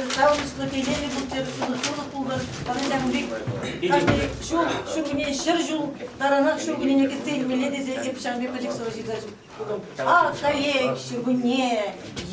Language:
Chuvash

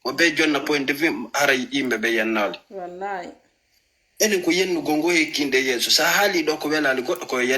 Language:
Fula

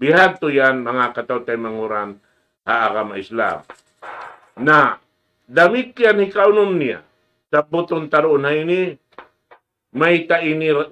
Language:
Tausug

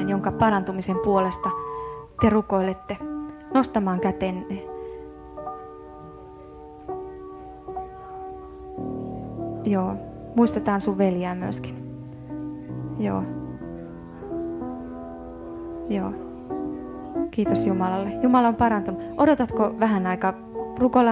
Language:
Finnish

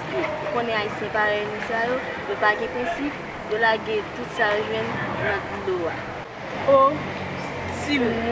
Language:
Haitian Creole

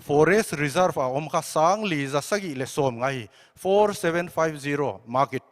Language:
Paite Chin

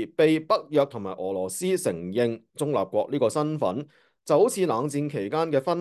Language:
Cantonese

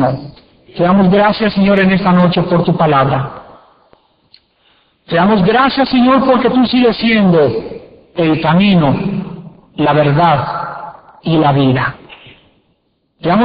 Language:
Spanish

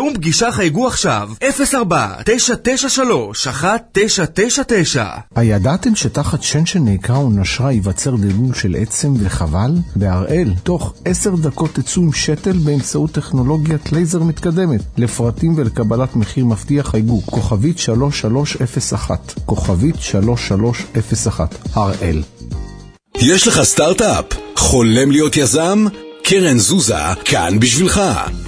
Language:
Hebrew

